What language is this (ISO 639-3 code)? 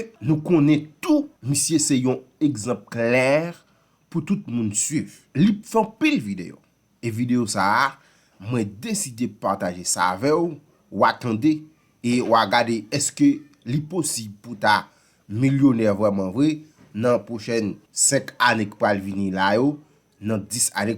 hat